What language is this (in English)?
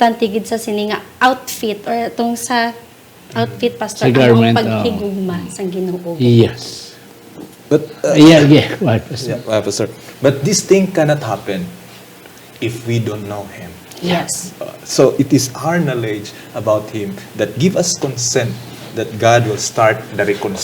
Hiligaynon